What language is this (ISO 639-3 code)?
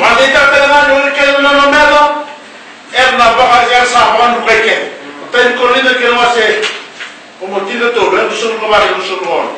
fij